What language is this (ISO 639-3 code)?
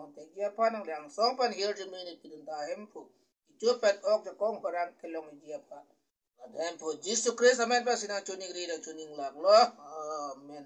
mjw